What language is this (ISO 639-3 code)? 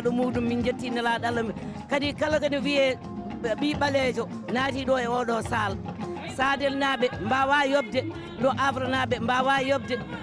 ful